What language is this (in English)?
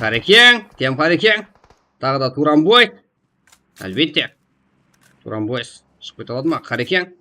Kara-Kalpak